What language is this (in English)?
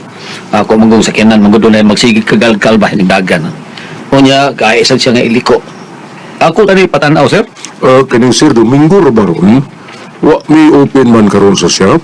Cebuano